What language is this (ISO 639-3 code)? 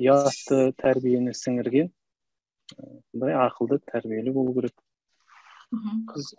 kaz